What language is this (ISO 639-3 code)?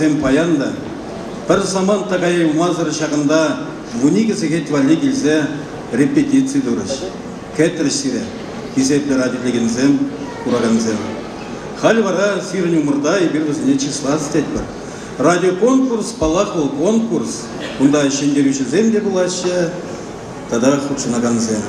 chv